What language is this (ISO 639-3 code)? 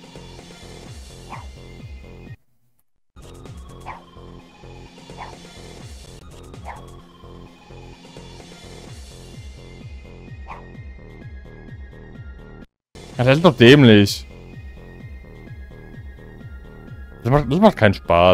deu